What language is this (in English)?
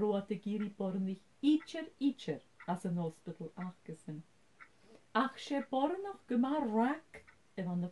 Scottish Gaelic